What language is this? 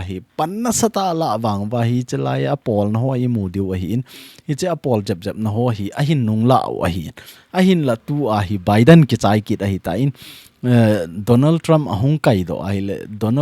Thado Chin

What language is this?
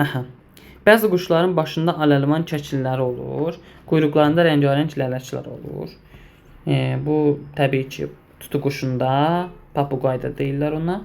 Azerbaijani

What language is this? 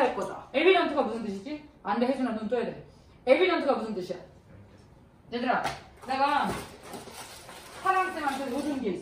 Korean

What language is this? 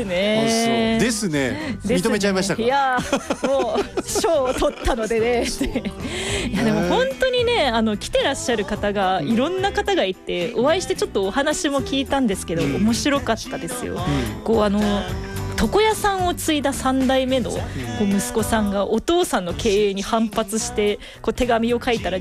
Japanese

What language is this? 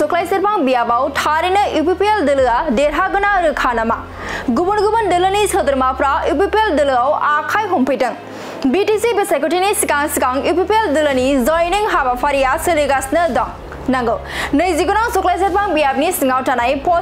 Bodo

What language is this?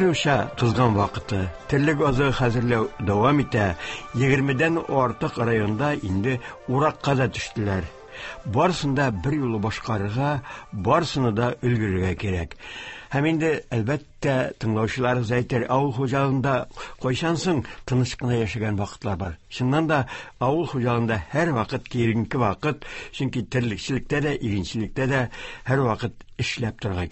Tatar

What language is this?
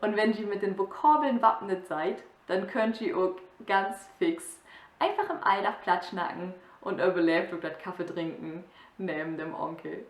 Low German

